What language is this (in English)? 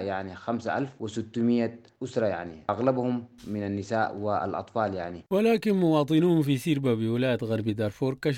Sudanese Arabic